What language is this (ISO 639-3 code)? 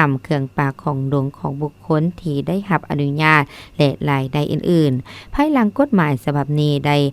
lao